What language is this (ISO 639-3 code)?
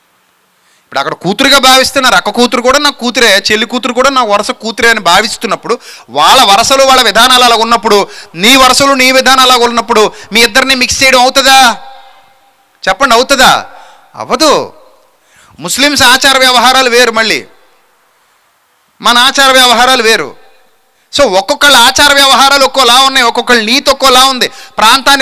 tel